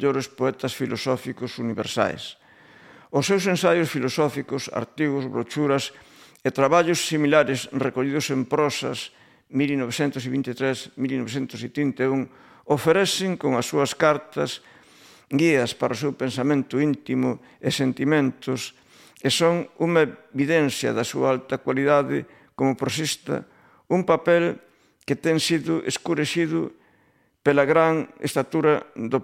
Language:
Galician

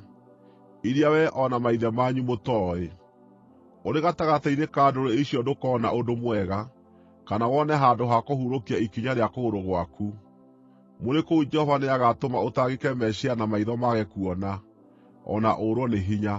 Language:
Kikuyu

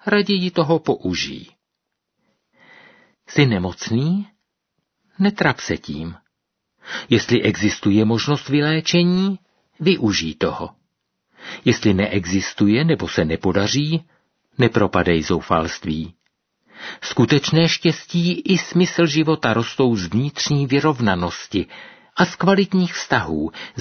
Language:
Czech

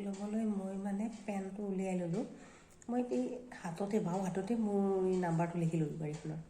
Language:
Assamese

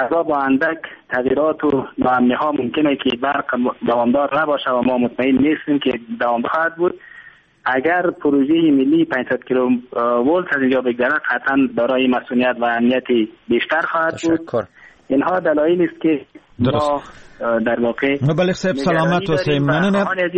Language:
Persian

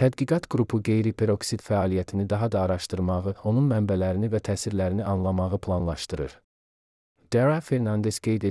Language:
Azerbaijani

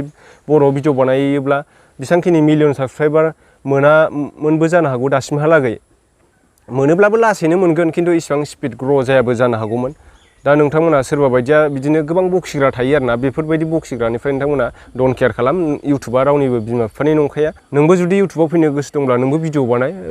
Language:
Bodo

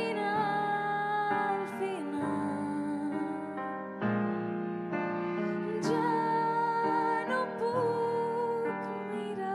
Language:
Catalan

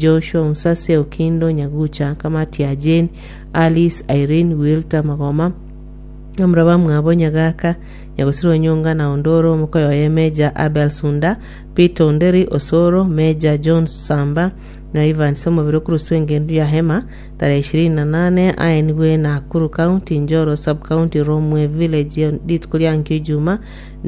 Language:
Gusii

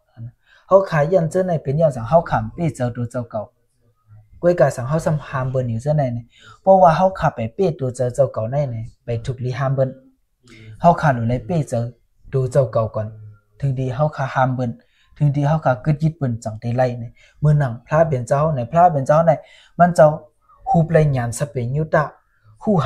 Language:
Shan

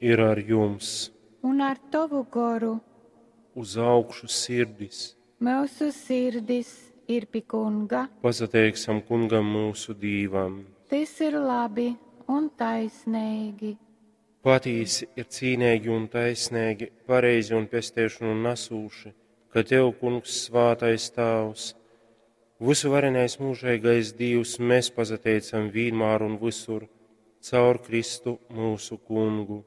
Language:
Latgalian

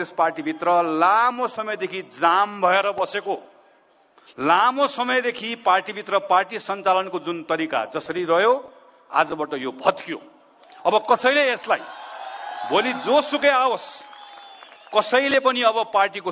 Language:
Nepali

